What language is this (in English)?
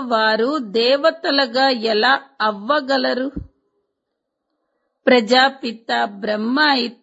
Telugu